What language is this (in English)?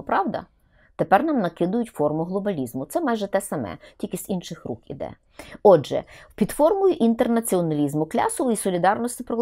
Ukrainian